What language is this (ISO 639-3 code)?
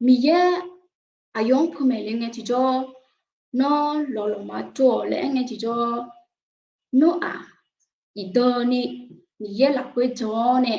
ahk